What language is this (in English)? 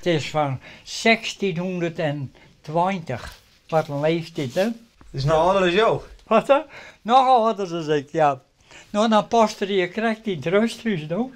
Western Frisian